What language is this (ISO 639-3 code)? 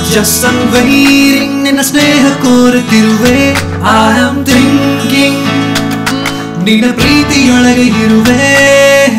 kan